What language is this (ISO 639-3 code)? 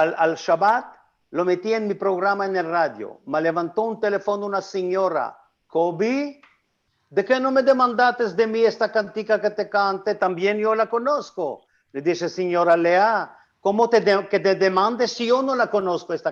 lad